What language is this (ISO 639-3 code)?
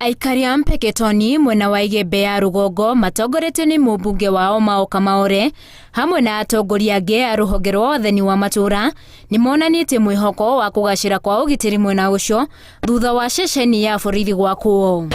kik